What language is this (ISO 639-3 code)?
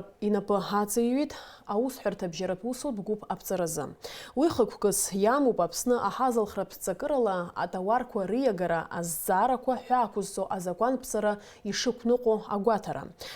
abk